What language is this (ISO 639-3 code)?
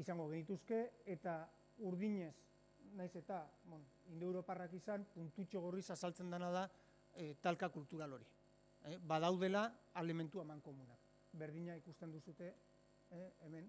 eus